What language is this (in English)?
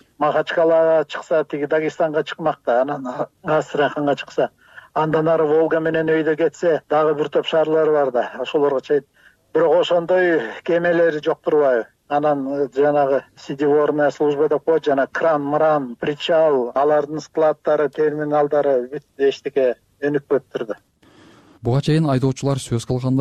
Kyrgyz